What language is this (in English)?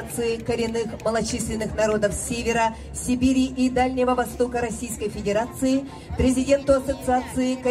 Russian